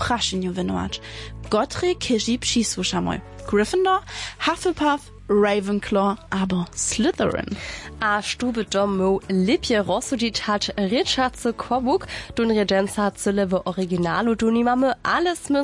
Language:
Upper Sorbian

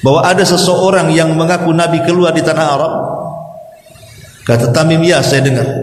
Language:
Indonesian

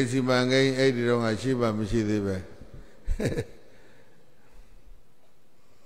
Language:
Burmese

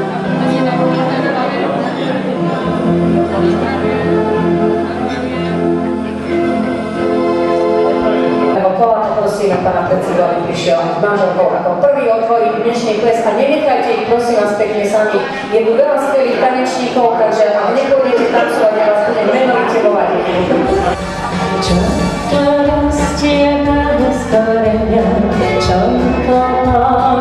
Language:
Slovak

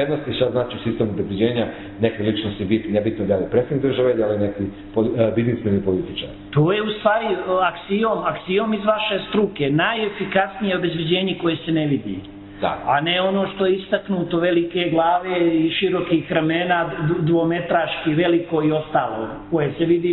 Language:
Serbian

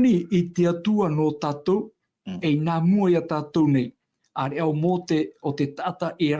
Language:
Tahitian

